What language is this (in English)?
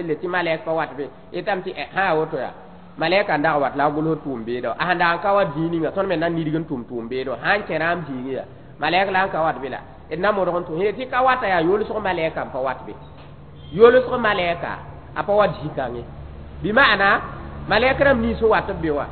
Mossi